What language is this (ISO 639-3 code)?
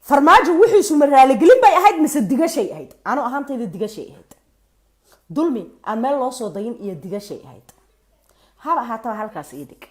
som